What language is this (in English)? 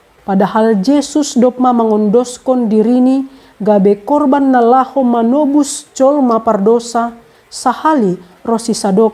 Batak Simalungun